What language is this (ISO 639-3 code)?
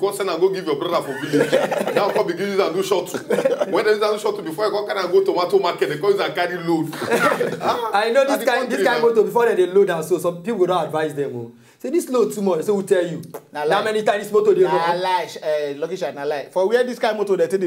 pcm